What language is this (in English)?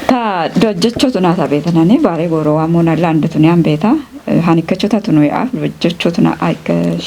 Kafa